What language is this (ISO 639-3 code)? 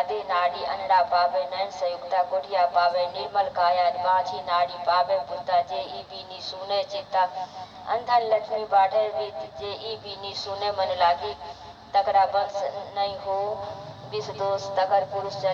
mai